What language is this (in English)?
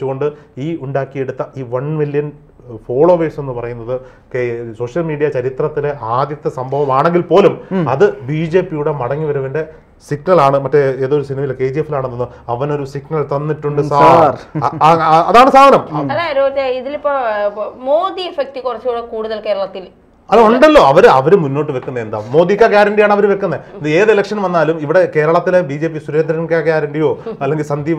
Malayalam